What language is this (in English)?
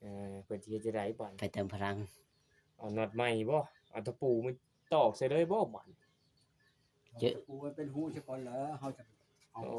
Northeastern Thai